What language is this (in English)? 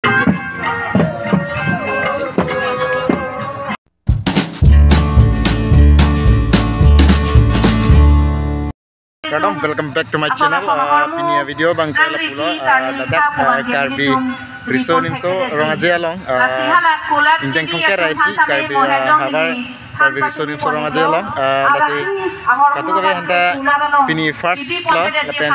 Karbi